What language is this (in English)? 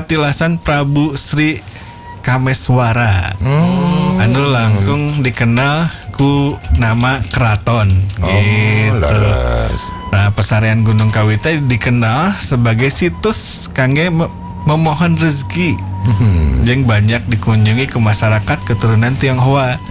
Sundanese